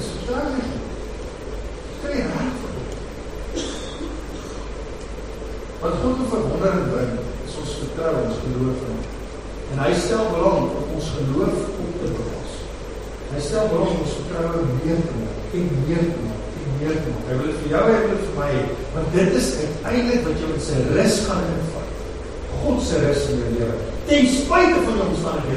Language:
Afrikaans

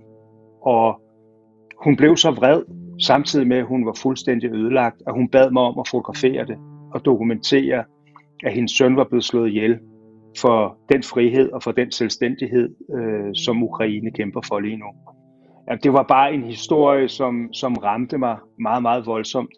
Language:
Danish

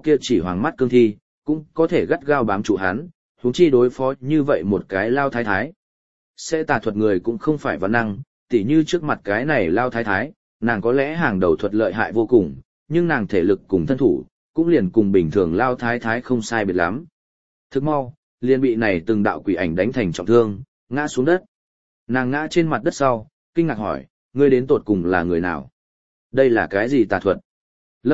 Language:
Vietnamese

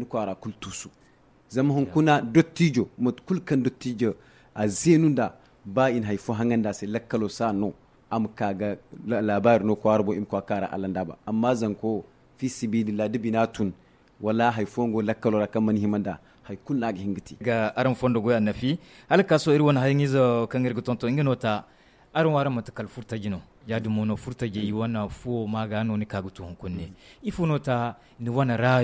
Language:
Zarma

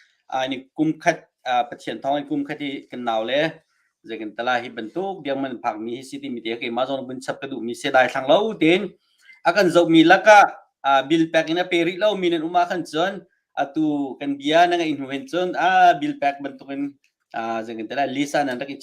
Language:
Hakha Chin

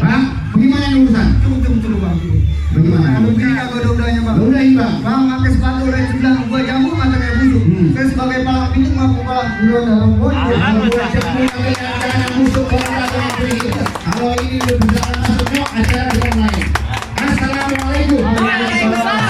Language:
Betawi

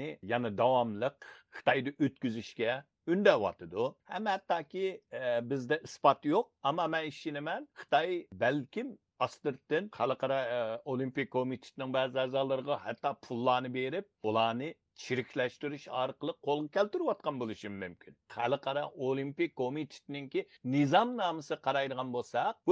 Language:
Uyghur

